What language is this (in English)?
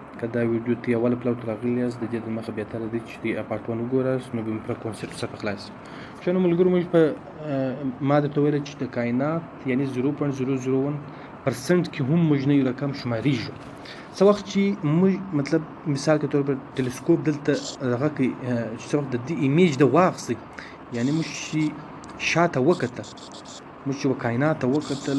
Pashto